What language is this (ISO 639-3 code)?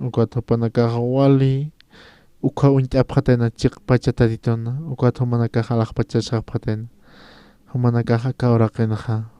aym